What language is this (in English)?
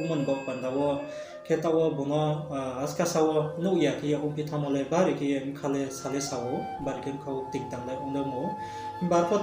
Riang (India)